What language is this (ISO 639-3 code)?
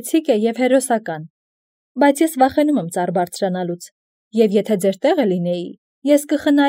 hye